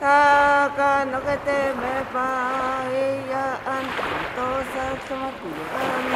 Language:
Breton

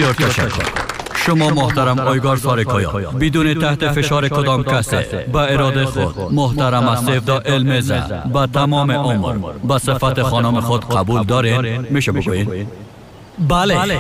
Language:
Persian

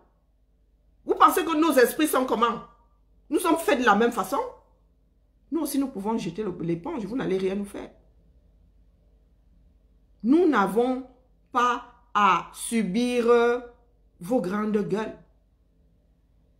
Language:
French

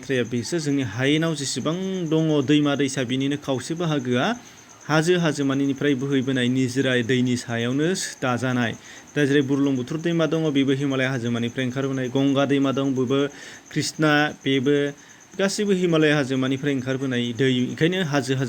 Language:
Bodo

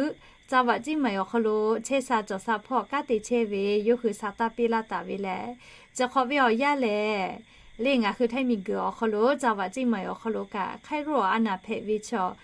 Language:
Lahu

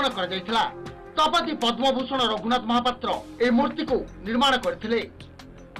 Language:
Odia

